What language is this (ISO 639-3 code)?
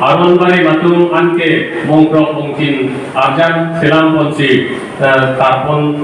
mjw